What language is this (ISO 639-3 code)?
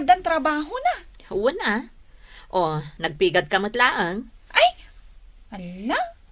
ilo